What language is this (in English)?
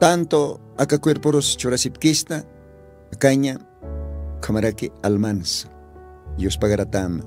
Aymara